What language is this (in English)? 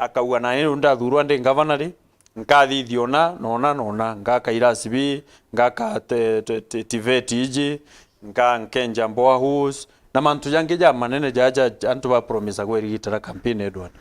Meru